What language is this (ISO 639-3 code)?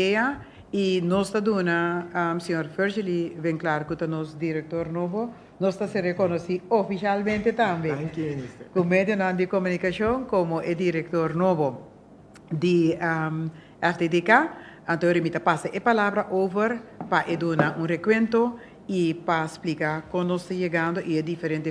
pap